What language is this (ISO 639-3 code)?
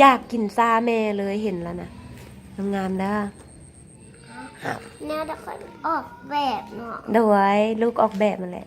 lao